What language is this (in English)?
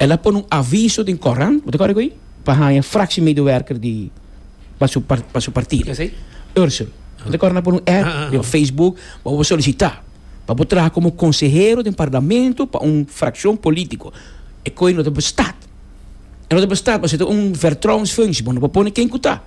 Papiamento